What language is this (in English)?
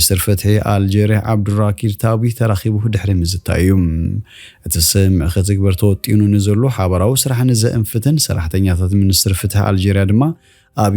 Tigrinya